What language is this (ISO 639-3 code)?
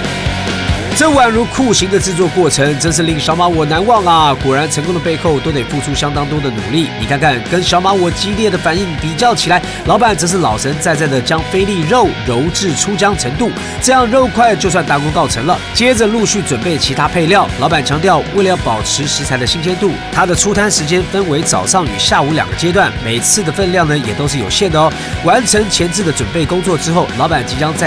zho